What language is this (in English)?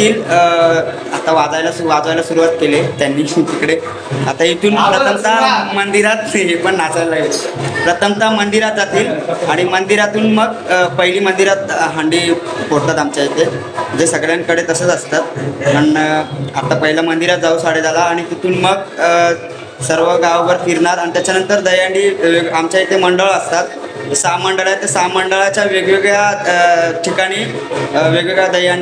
Marathi